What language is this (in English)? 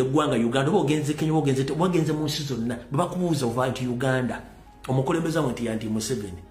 Ganda